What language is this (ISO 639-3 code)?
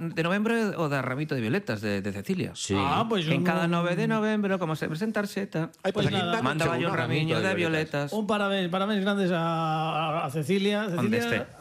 glg